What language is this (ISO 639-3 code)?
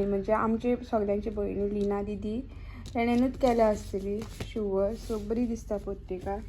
kok